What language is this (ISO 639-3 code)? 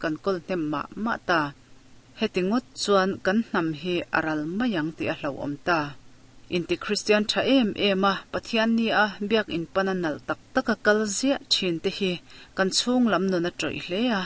lus